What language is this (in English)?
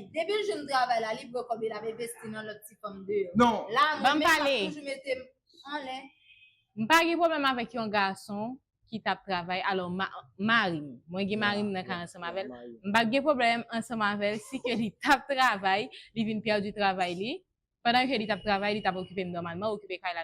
Haitian Creole